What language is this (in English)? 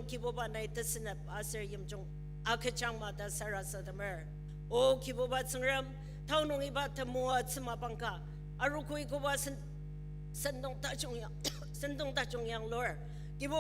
Ao Naga